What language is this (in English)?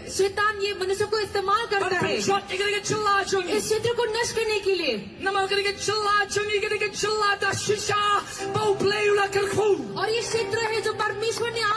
Khasi